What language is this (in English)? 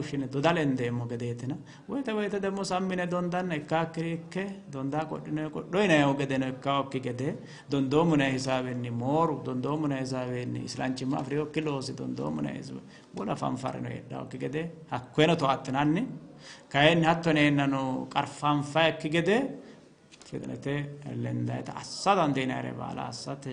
Sidamo